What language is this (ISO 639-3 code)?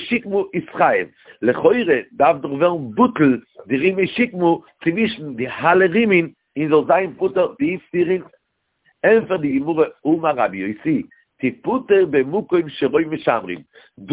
yid